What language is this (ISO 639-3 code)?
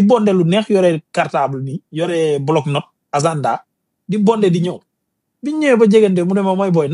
wol